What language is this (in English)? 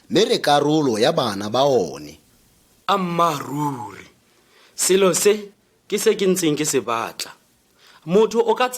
Tswana